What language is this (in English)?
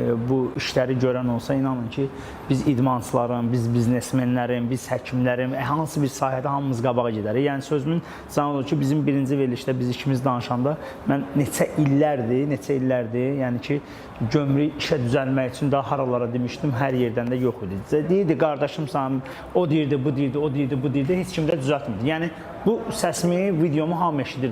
Azerbaijani